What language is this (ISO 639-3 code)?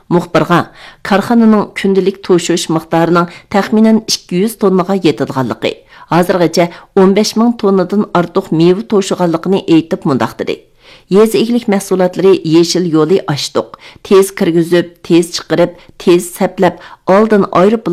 uig